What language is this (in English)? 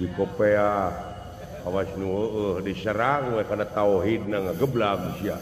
Sundanese